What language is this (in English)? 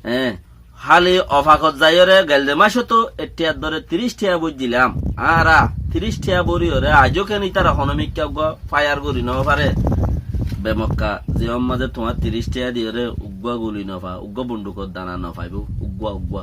Rohingya